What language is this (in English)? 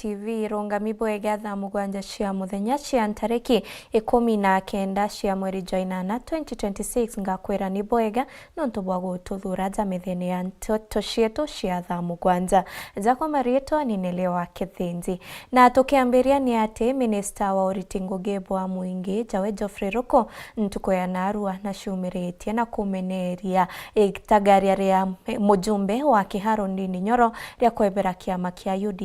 Meru